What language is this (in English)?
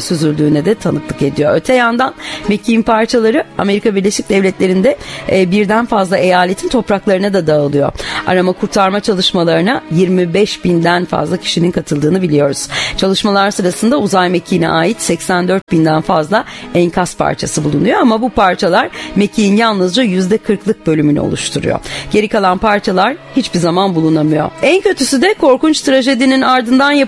Turkish